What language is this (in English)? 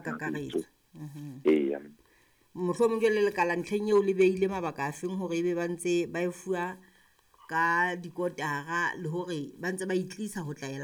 Southern Sotho